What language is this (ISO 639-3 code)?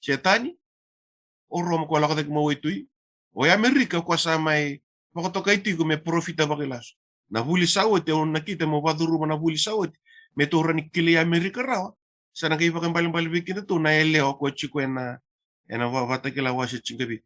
fij